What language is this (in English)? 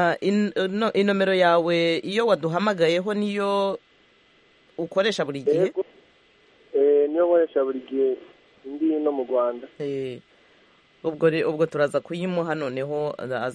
Kinyarwanda